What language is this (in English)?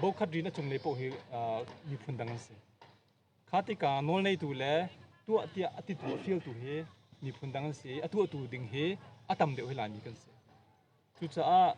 Hakha Chin